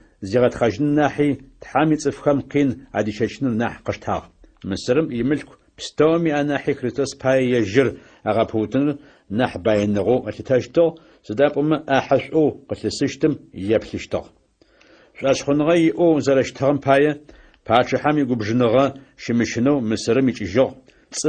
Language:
Adyghe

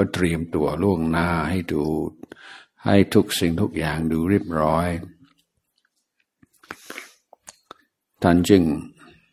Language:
Thai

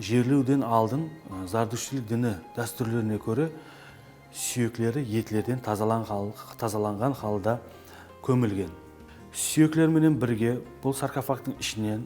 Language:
Kara-Kalpak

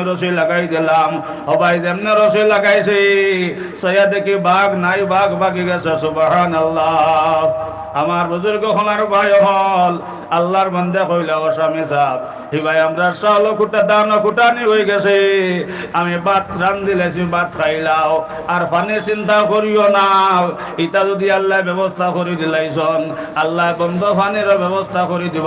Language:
Sylheti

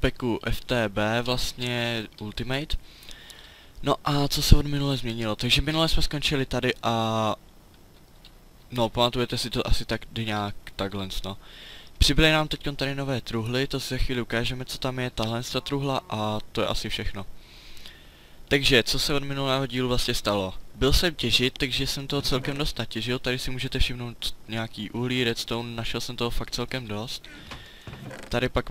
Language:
Czech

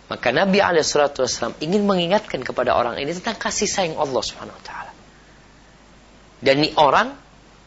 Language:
Indonesian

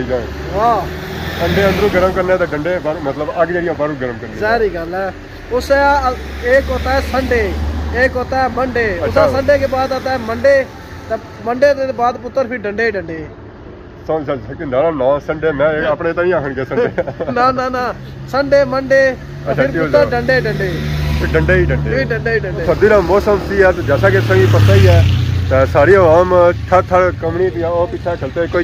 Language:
Pahari-Potwari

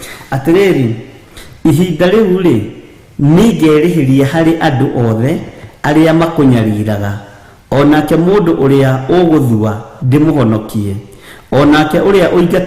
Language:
Kikuyu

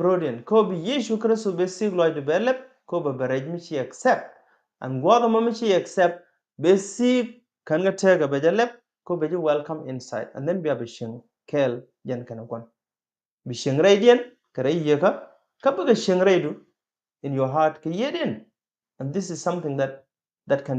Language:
Nuer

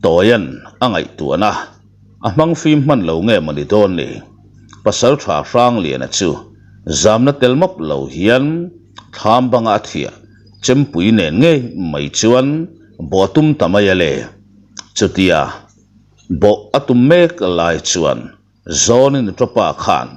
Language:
Mizo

